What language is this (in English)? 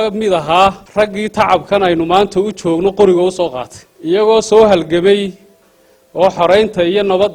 Somali